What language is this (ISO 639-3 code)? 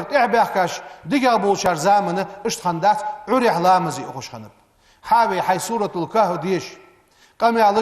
inh